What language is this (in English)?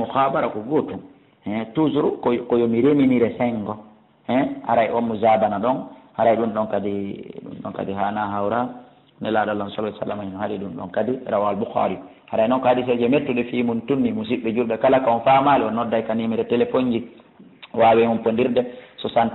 Fula